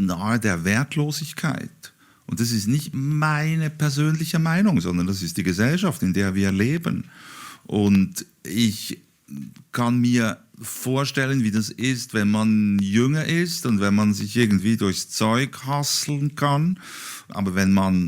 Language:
Swiss German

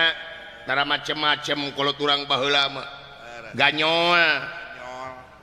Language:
Sundanese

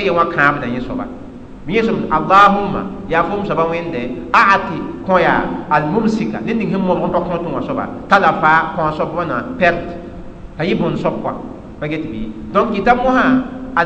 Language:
Mossi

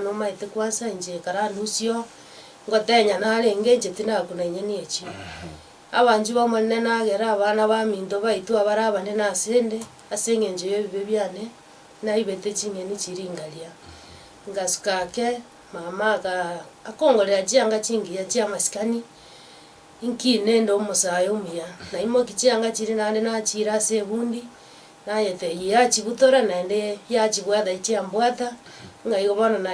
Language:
Gusii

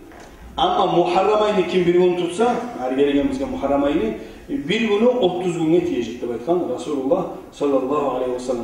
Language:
Kumyk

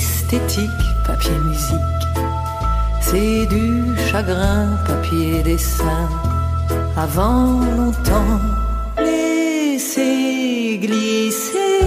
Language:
French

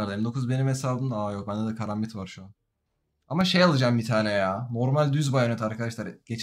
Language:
Turkish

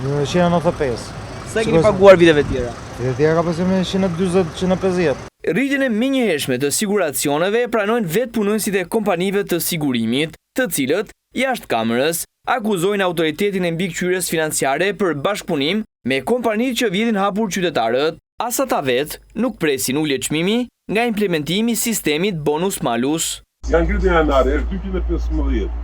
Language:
Albanian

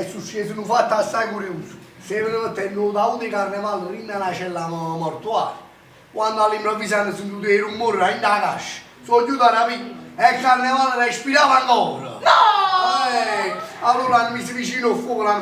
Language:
Neapolitan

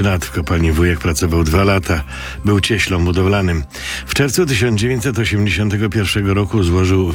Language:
Polish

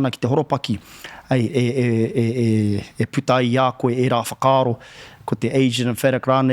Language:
Māori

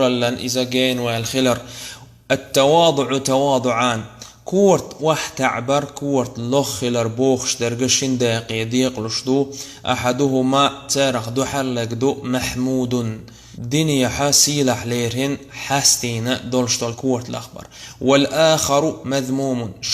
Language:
Chechen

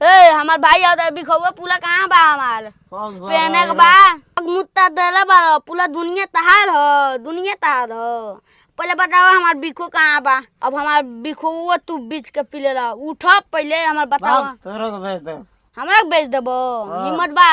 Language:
Bhojpuri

